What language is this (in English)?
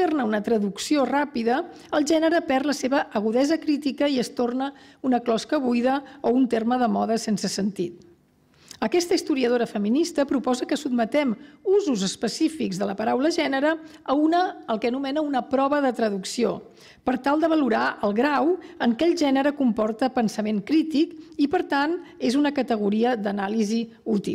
Catalan